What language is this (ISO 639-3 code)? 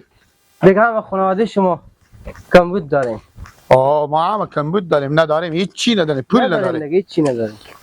fas